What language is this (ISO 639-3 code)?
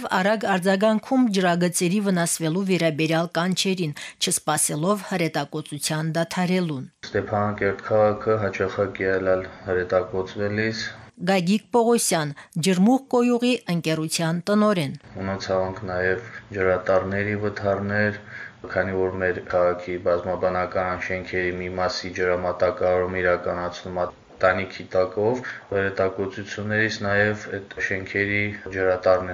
hye